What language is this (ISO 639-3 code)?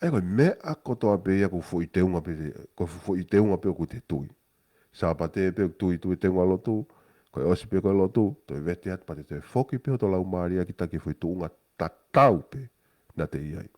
ton